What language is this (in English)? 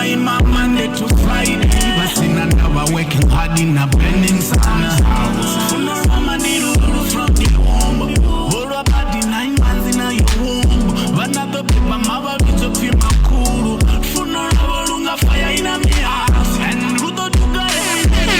Venda